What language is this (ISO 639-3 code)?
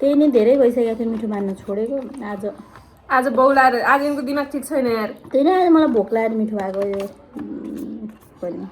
nep